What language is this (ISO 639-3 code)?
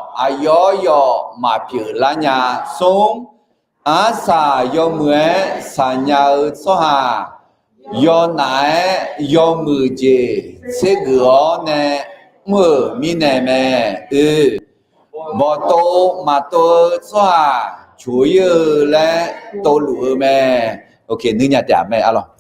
ahk